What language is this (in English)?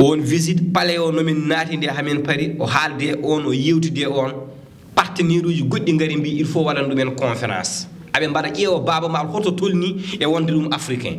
Fula